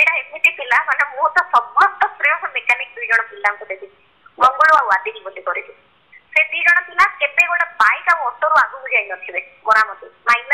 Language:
Odia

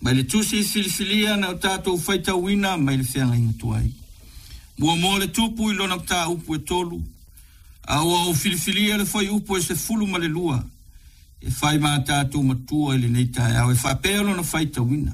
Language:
Samoan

